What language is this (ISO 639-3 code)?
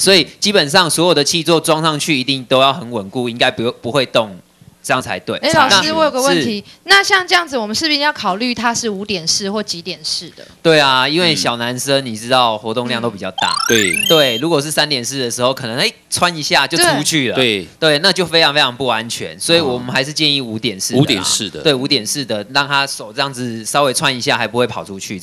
zho